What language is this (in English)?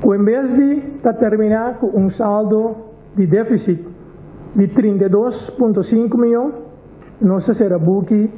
Papiamento